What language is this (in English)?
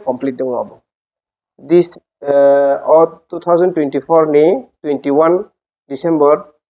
Kok Borok